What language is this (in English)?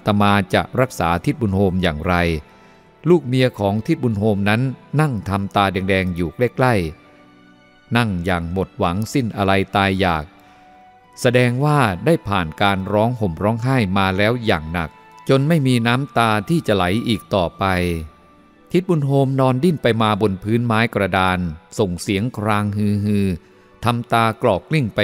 Thai